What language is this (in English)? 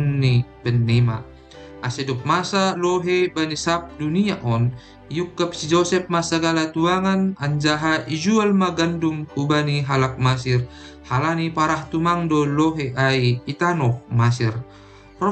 Batak Simalungun